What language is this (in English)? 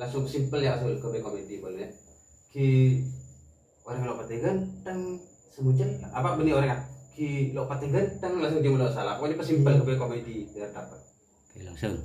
Madurese